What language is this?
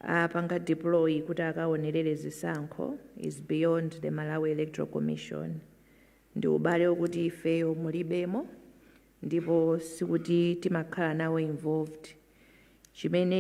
Nyanja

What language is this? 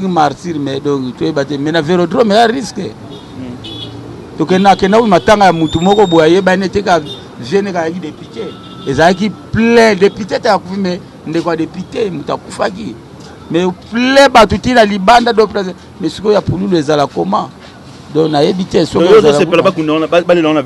Lingala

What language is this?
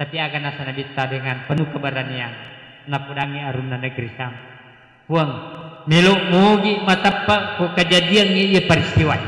Buginese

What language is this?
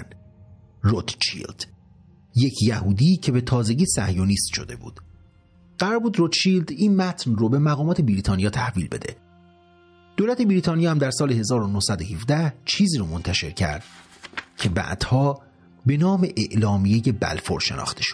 Persian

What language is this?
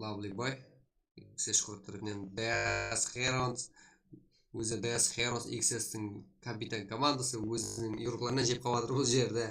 Kara-Kalpak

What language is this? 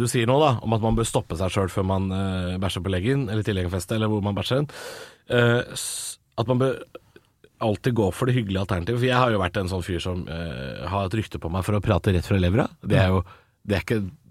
Norwegian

